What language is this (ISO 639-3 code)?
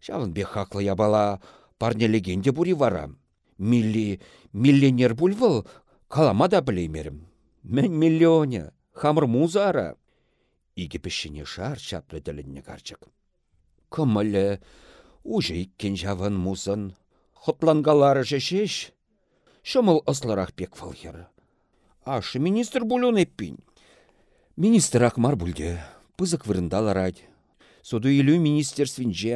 chv